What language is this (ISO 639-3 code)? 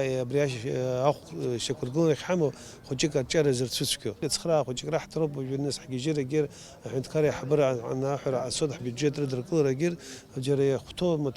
abk